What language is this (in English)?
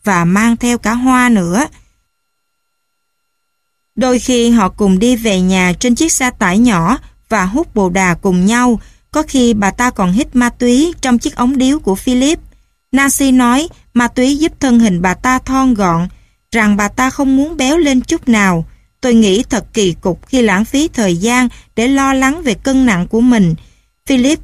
Vietnamese